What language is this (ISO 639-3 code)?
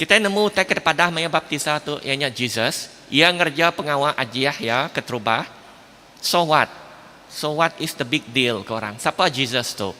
iba